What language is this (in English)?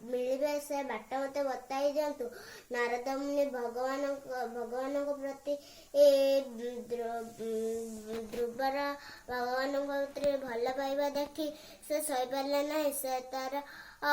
Odia